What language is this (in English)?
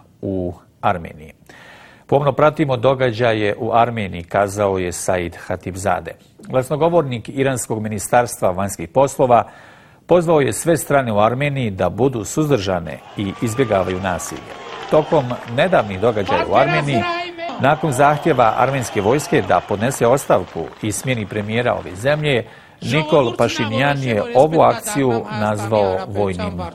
Bosnian